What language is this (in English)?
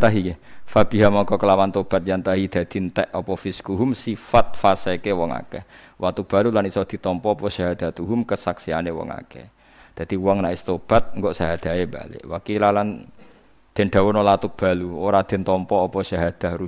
Javanese